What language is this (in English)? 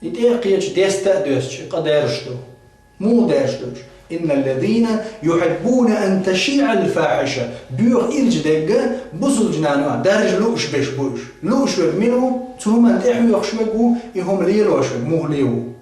Chechen